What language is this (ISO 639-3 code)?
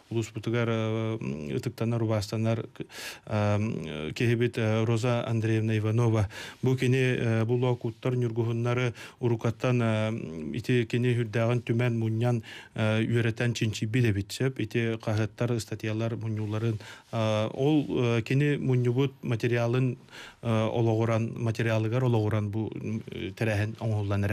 sah